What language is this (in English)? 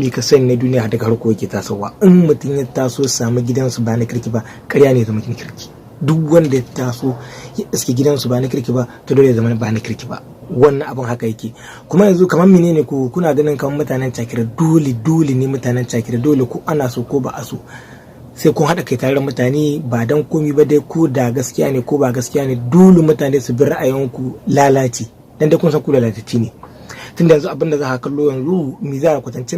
Hausa